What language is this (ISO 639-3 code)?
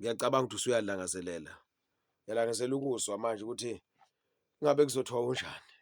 zul